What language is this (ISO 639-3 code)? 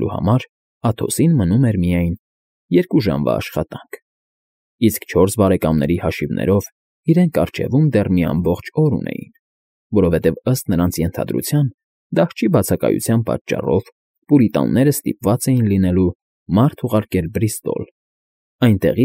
hye